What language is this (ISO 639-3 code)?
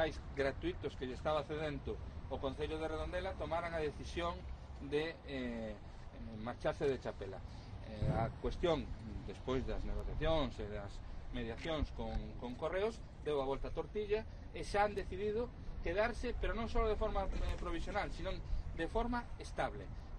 glg